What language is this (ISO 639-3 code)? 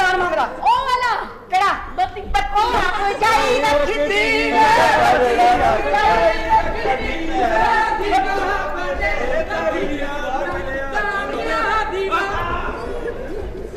pan